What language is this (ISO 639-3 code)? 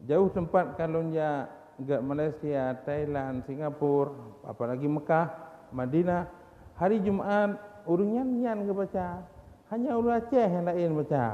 ace